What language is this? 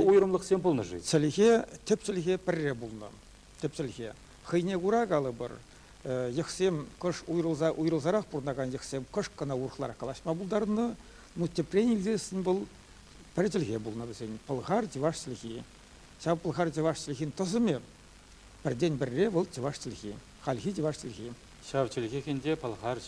Chuvash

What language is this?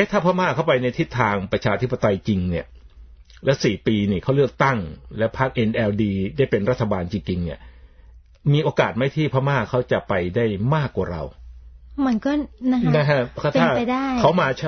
Thai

